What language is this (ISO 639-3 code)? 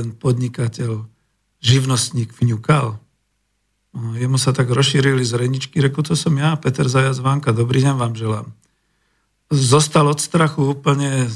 slk